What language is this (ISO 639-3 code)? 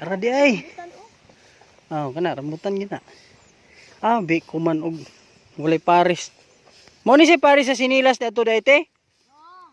ceb